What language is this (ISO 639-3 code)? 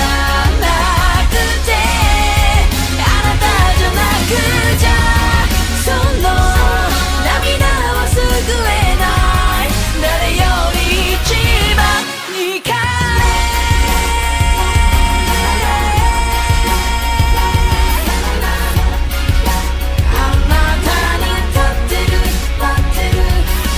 jpn